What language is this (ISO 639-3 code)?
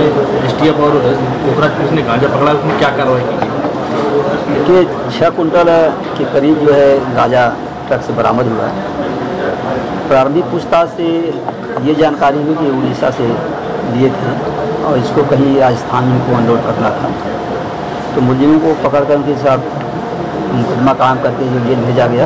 hin